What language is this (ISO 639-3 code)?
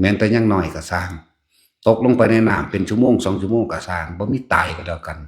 lao